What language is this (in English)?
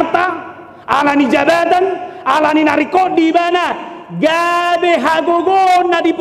Batak Toba